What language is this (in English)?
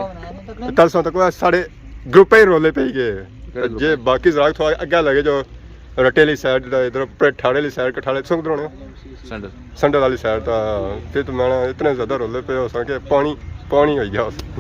Pahari-Potwari